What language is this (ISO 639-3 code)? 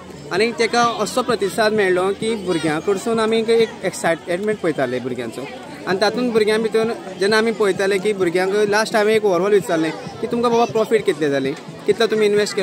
kok